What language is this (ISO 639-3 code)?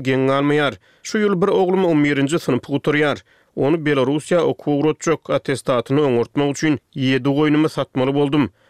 tuk